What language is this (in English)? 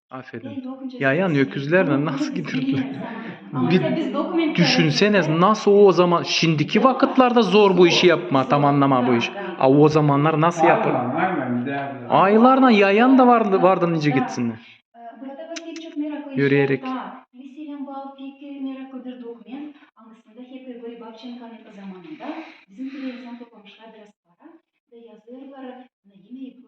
Gagauz